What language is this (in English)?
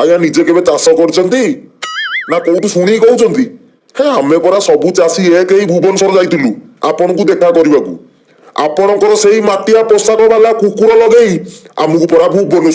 Odia